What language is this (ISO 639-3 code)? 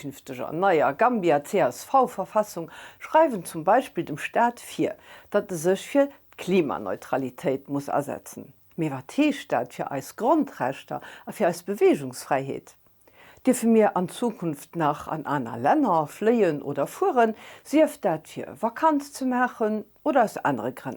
ltz